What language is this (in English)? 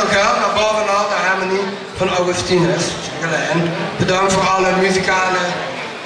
Limburgish